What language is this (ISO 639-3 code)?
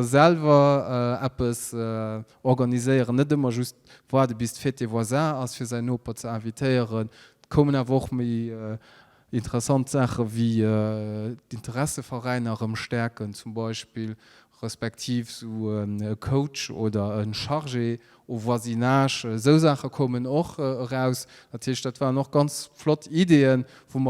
ltz